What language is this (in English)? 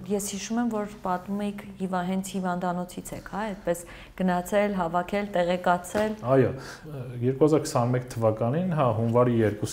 Armenian